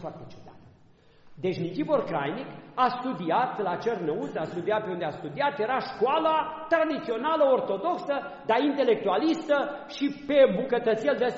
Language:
Romanian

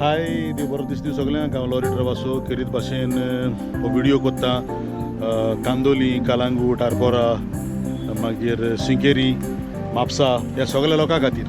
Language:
Konkani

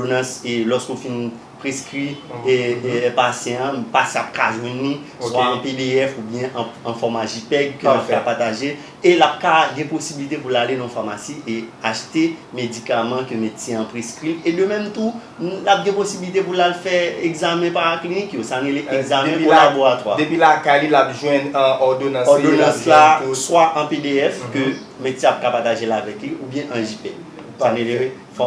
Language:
Haitian Creole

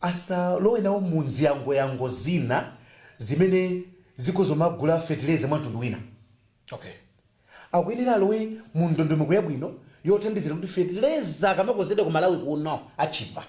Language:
Nyanja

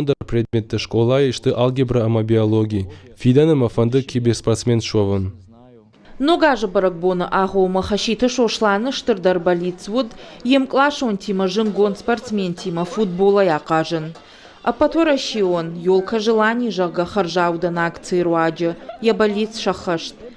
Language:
Ossetic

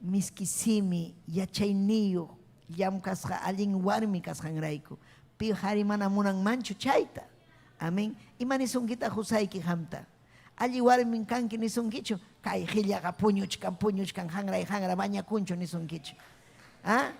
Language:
Ayacucho Quechua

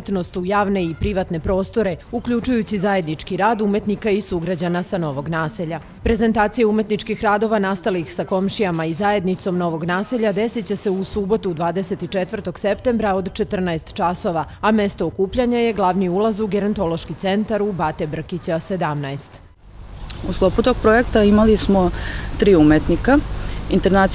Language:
Serbian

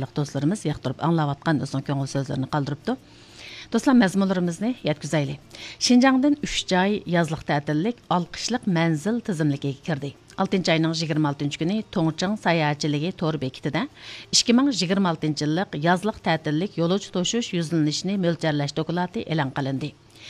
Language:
Uyghur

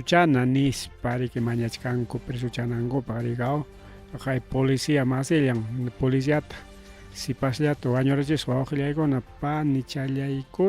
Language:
Ayacucho Quechua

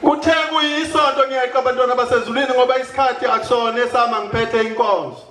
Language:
Zulu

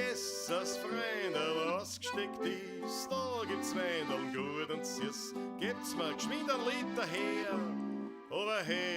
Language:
Bavarian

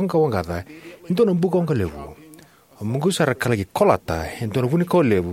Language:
Fijian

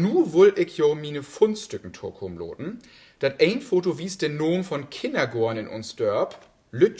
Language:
Low German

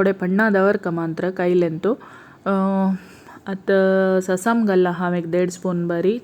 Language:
Konkani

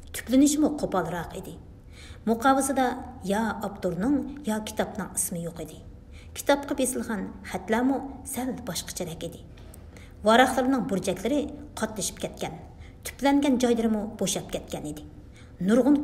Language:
Uyghur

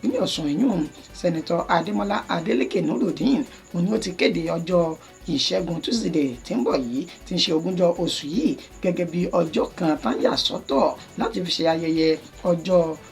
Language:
Yoruba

